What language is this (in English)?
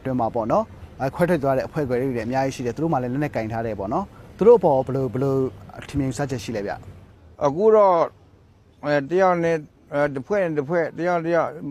Burmese